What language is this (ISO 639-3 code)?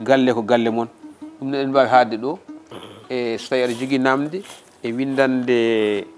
ful